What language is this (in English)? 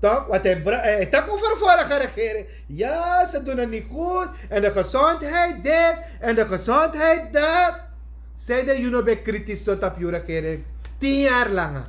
Sranan Tongo